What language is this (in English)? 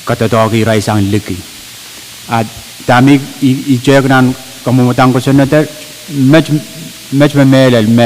Pohnpeian